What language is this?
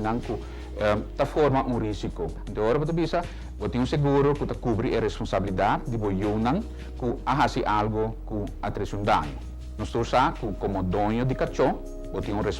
Papiamento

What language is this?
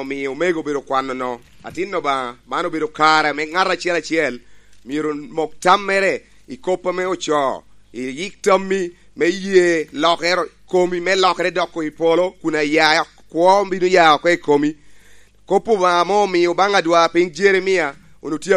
Lango (Uganda)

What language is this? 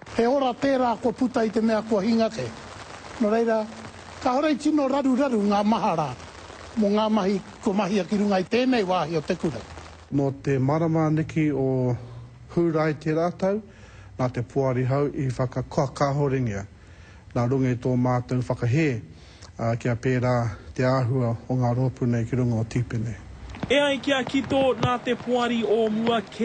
Māori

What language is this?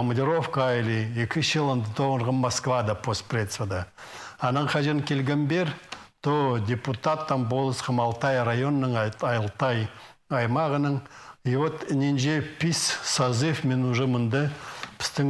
Khakas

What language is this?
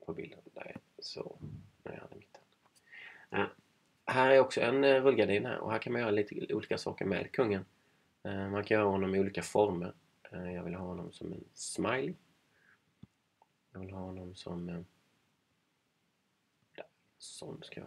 Swedish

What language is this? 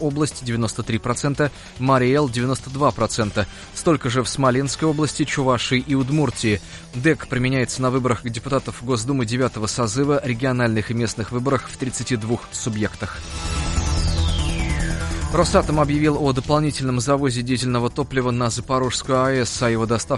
Russian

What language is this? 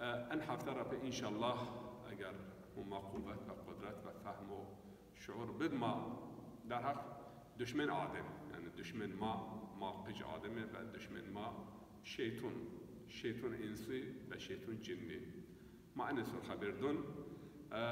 Zaza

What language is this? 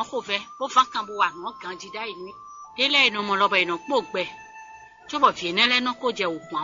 Fon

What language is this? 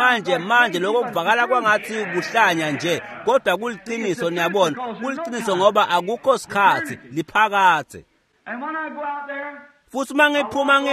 Swati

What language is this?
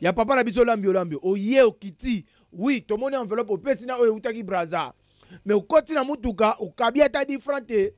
Lingala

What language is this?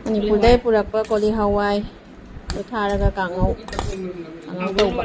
Manipuri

